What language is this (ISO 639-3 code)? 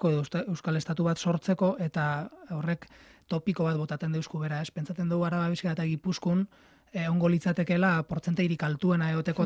eus